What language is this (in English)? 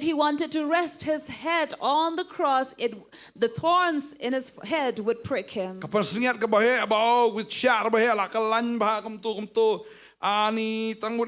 Khasi